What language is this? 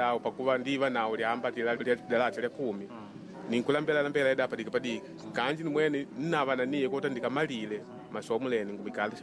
Makonde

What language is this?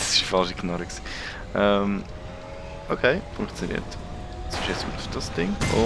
Swiss German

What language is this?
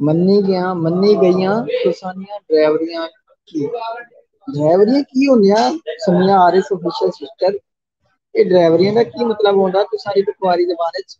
Saraiki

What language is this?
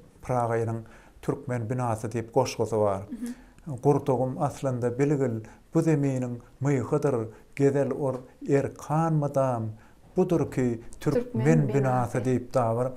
Turkmen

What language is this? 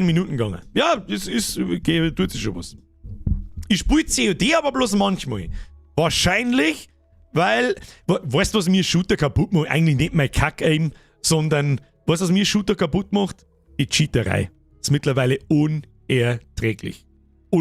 Bavarian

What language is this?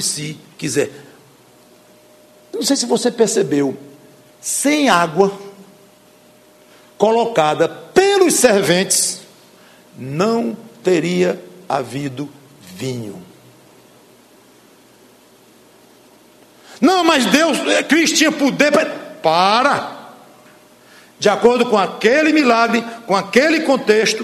Portuguese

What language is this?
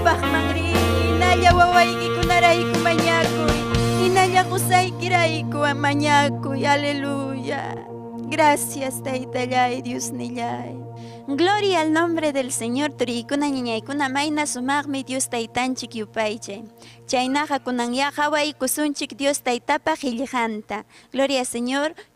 Ayacucho Quechua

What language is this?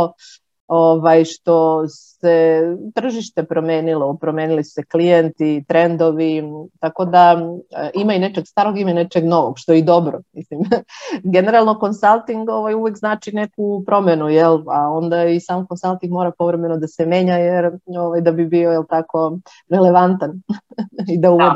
Serbian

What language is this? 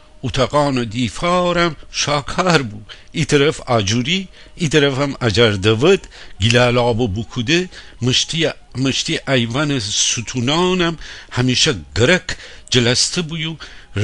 Gilaki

